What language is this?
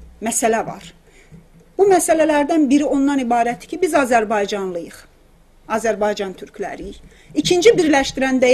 South Azerbaijani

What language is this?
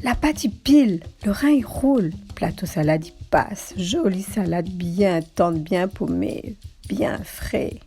Réunion Creole French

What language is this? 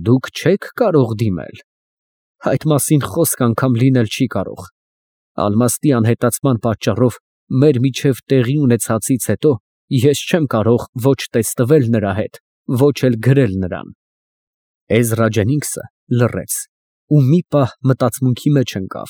Armenian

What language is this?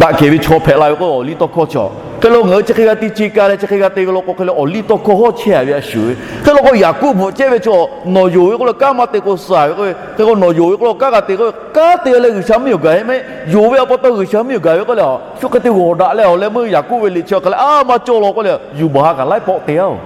Lahu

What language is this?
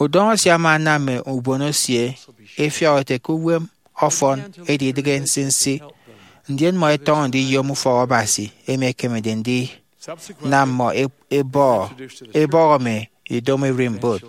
Efik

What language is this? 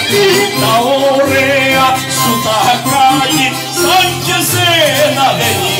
Greek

